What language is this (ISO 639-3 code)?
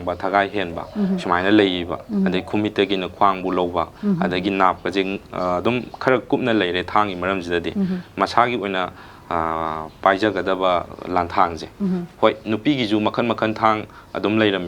mni